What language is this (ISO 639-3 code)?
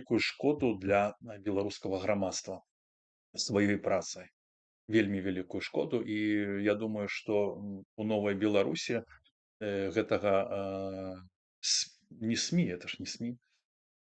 bel